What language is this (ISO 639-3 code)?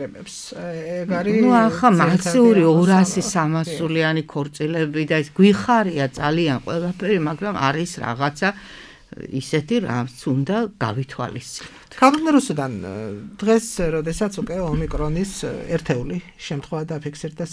kat